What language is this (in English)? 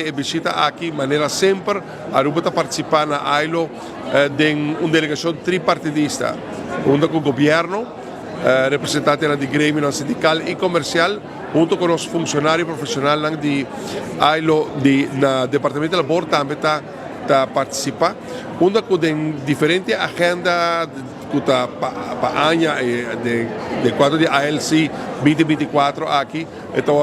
Papiamento